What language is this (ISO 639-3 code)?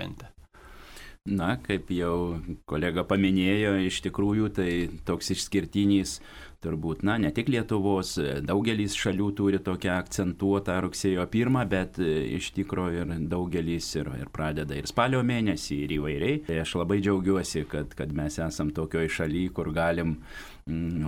lit